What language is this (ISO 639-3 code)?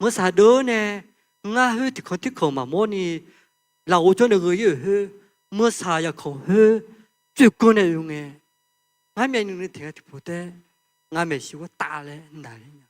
ahk